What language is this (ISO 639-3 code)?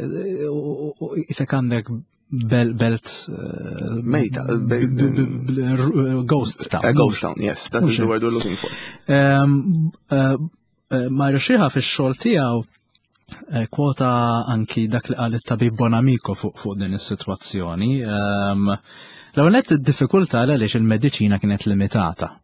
mlt